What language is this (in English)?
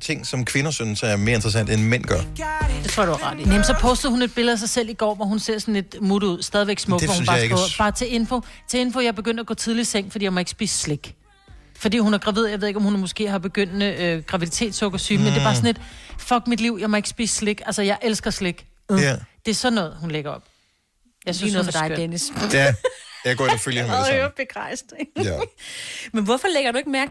Danish